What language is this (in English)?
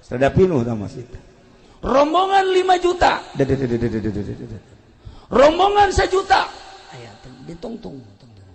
Sundanese